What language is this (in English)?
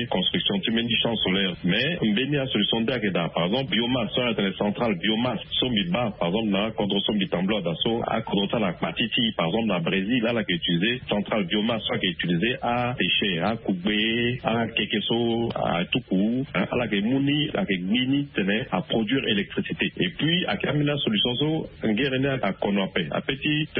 Sango